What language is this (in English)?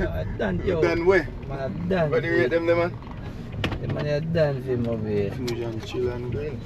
Jamaican Creole English